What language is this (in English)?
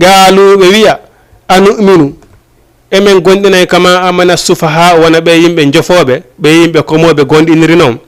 Fula